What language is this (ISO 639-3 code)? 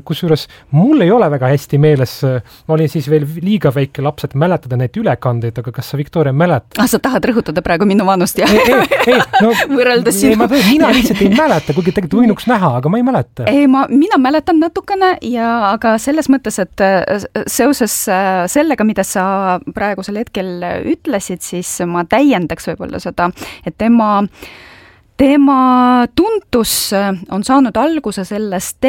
est